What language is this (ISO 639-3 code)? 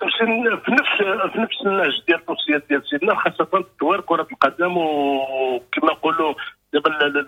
ary